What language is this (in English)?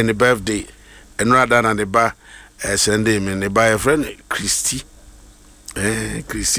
Akan